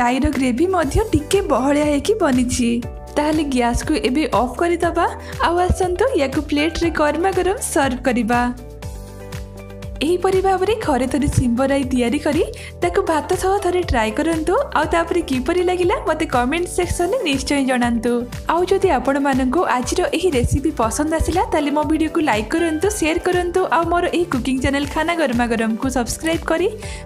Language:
Odia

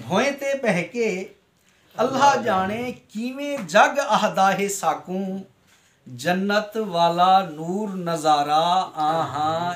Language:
Saraiki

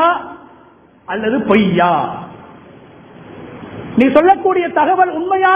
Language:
Tamil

